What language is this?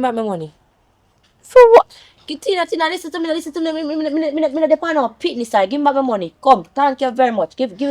Jamaican Creole English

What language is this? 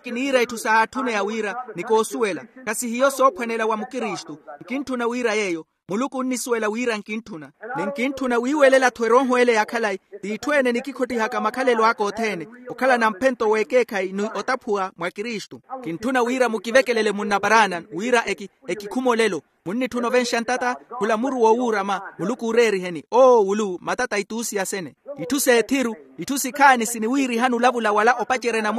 Makhuwa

